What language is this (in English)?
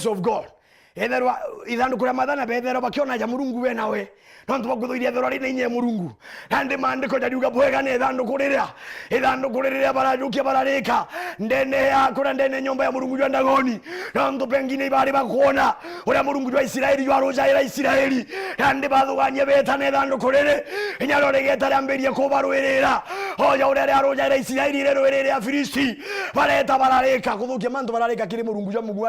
Meru